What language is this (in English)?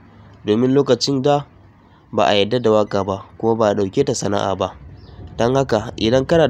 Hausa